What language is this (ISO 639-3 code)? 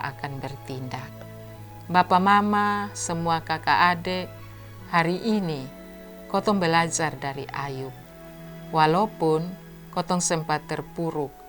mkn